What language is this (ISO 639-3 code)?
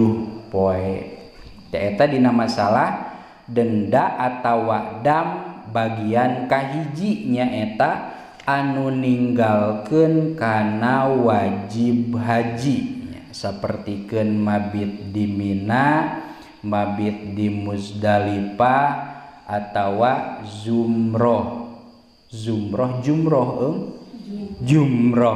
sun